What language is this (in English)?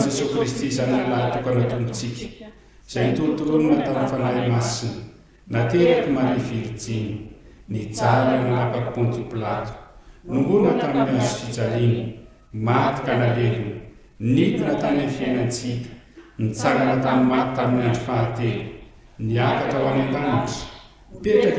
Malagasy